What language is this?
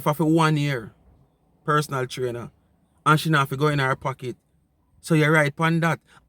Jamaican Creole English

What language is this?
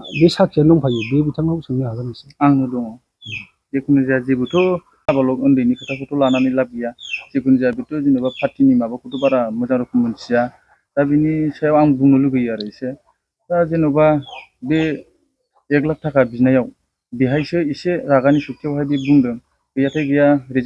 Bodo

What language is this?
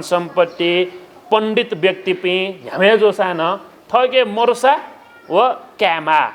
Newari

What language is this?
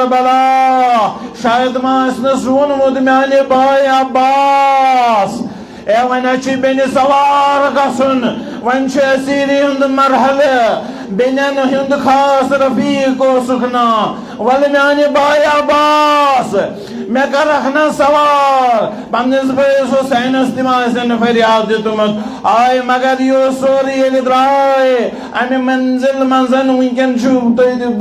Kashmiri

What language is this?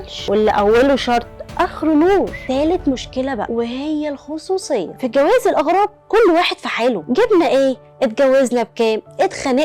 Egyptian Arabic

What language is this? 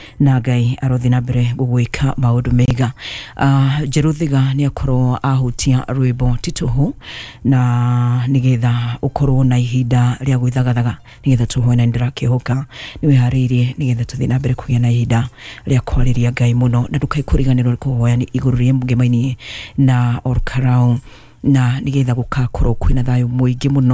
Kikuyu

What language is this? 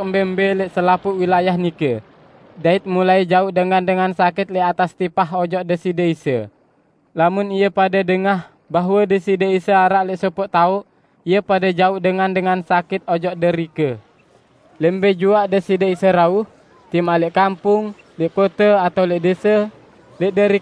Sasak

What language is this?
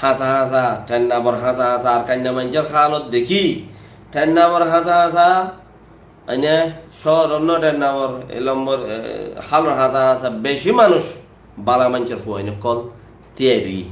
Rohingya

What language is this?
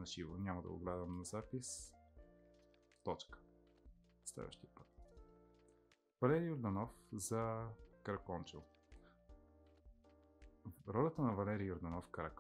Bulgarian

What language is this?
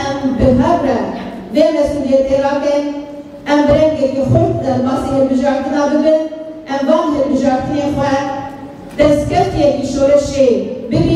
Kurdish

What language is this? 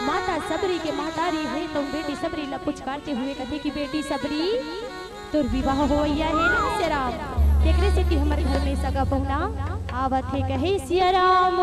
Chhattisgarhi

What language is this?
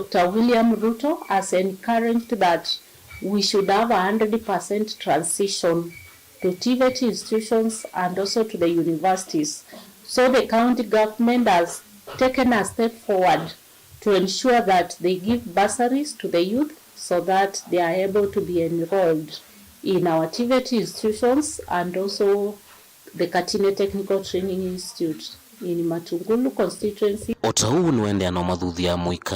Kamba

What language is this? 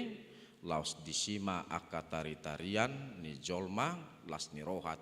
Batak Toba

